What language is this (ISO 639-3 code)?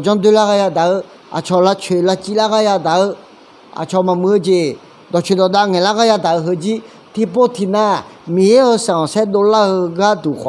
ahk